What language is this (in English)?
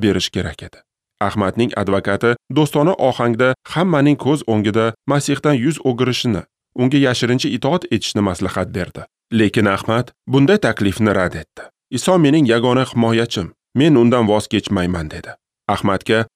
Uzbek